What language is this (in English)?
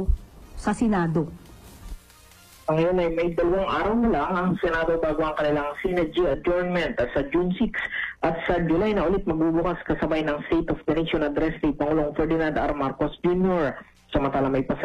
Filipino